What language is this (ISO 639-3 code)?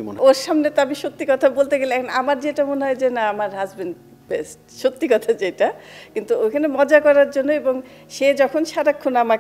ben